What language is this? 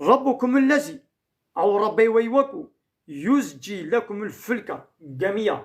Kurdish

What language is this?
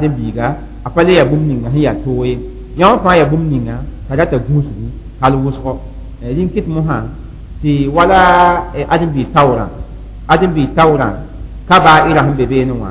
Mossi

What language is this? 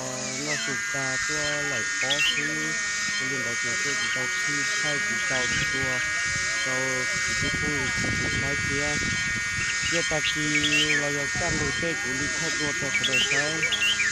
Hmong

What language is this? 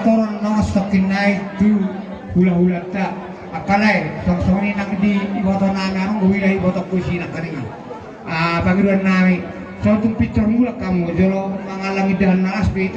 Batak Toba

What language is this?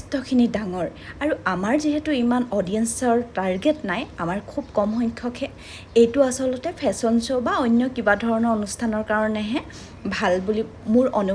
Assamese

